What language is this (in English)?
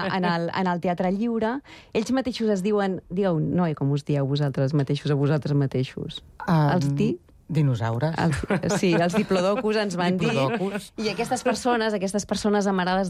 Catalan